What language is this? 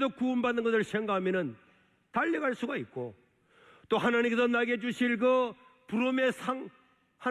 Korean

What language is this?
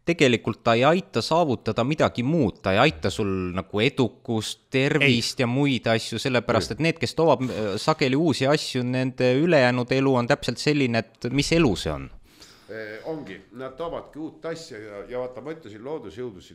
Estonian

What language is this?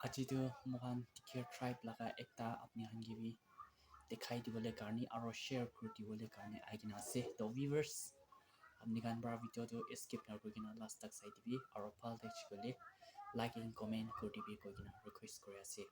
Naga Pidgin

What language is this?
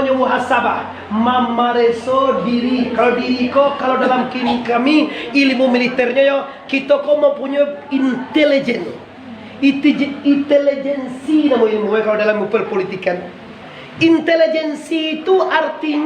Minangkabau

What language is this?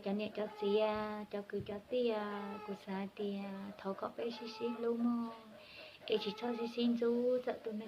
Hmong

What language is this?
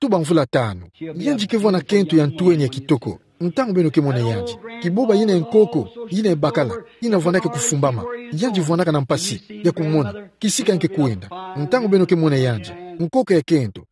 Kituba (Democratic Republic of Congo)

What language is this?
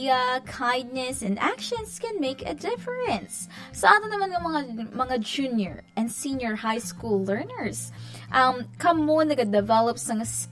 Hiligaynon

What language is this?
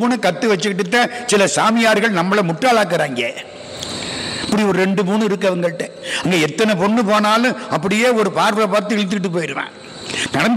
Tamil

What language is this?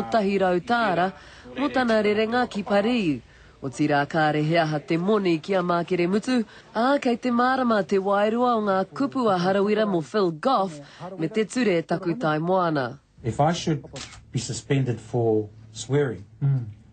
Māori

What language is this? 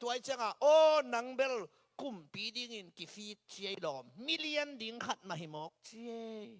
Tedim Chin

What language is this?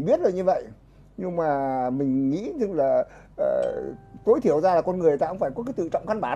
Vietnamese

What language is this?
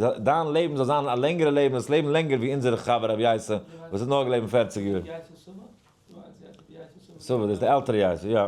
Yiddish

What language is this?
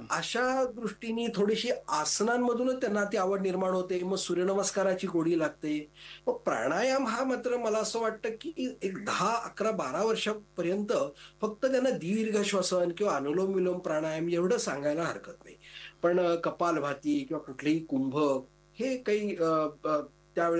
Marathi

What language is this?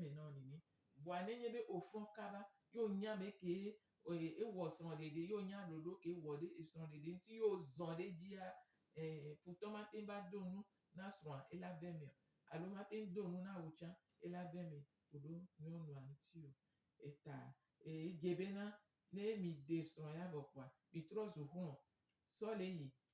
Gen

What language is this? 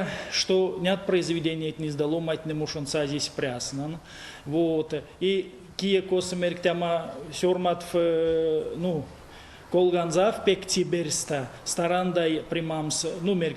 Erzya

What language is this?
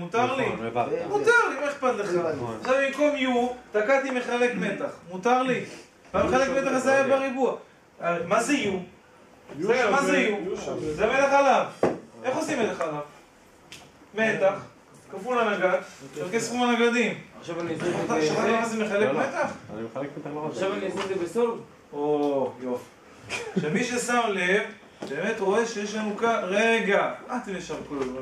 Hebrew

